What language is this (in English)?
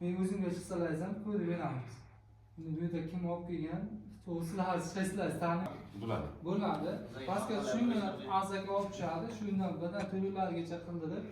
Uzbek